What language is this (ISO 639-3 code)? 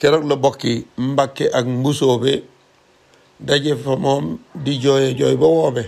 wol